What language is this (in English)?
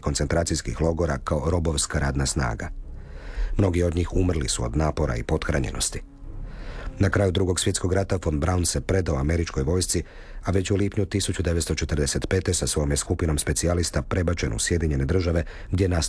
Croatian